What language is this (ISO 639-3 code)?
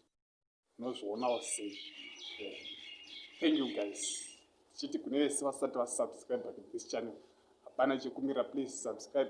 sna